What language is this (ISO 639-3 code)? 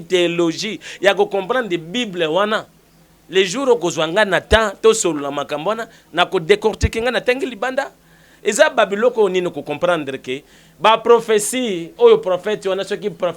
lin